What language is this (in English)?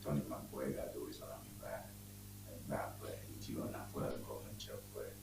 Ewe